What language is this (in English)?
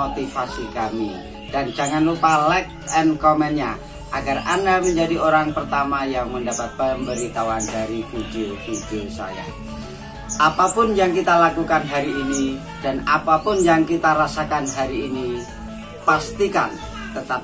Indonesian